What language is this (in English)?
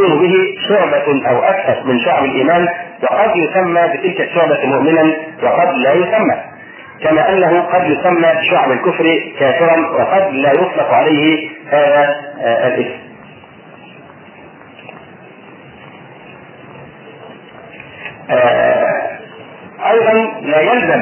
Arabic